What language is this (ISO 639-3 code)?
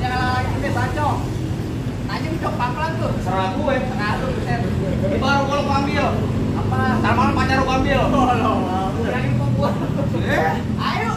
bew